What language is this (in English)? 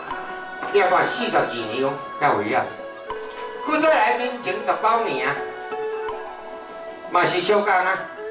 Min Nan Chinese